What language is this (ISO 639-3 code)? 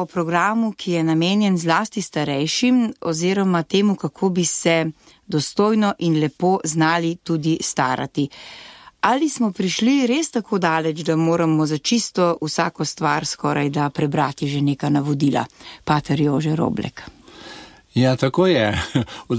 slv